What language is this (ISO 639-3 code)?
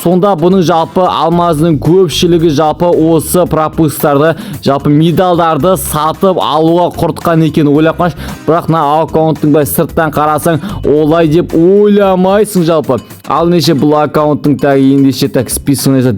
kaz